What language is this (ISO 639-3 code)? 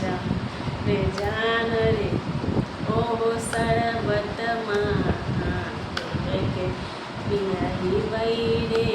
mai